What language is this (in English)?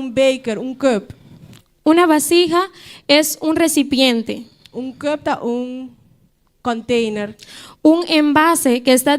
Papiamento